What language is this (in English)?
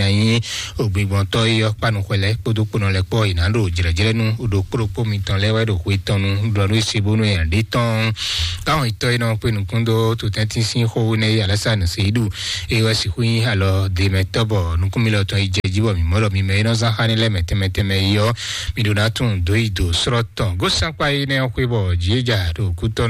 Fon